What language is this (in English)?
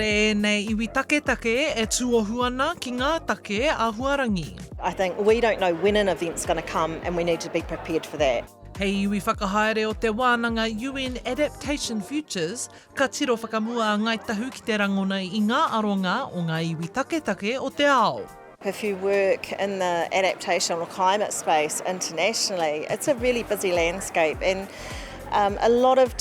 Māori